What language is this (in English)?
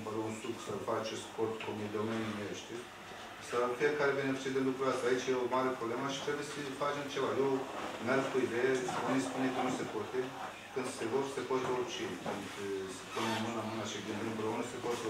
Romanian